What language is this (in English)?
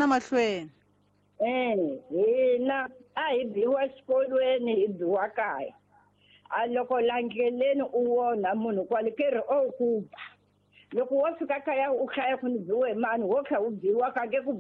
Tsonga